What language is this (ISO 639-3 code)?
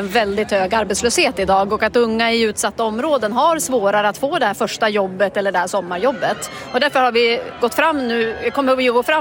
swe